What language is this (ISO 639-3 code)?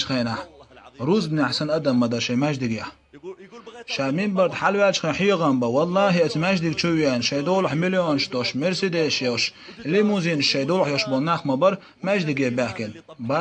che